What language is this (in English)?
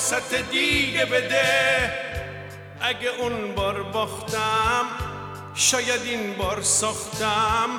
Persian